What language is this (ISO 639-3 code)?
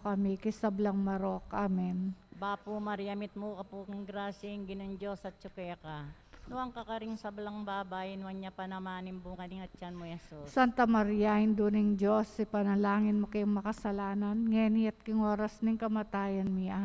pam